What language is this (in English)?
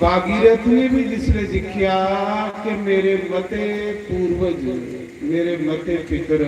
Dogri